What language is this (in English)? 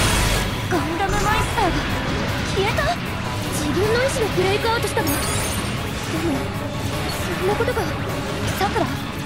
Japanese